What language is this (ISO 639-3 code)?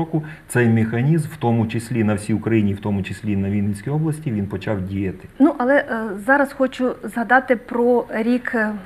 ukr